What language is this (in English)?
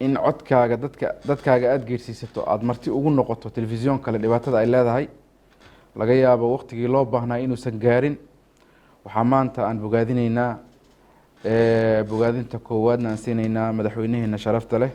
Somali